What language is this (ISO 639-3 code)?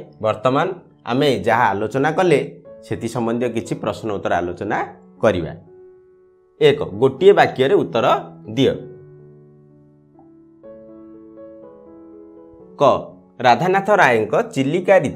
ori